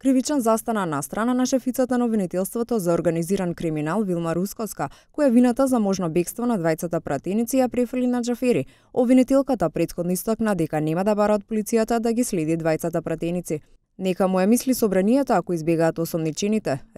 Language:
Macedonian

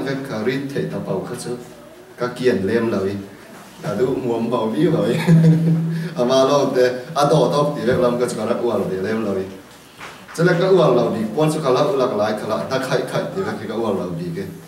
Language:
Falam Chin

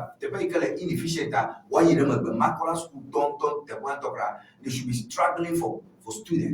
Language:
Ewe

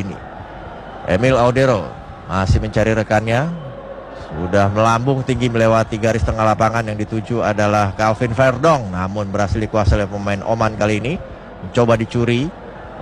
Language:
Indonesian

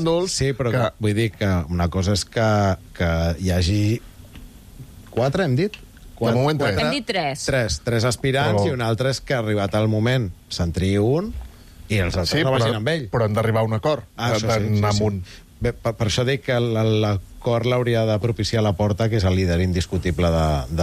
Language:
Catalan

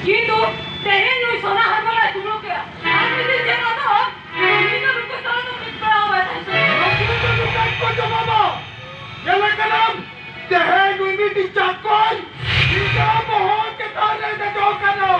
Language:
Santali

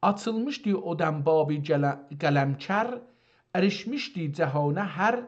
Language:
South Azerbaijani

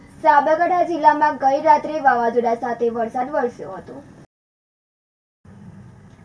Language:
Gujarati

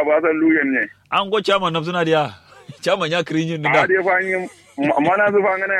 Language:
Kanuri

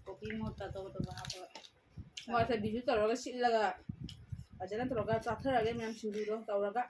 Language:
Manipuri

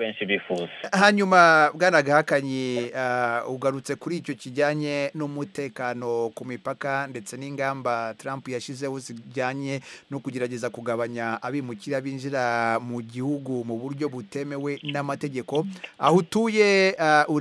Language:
Kinyarwanda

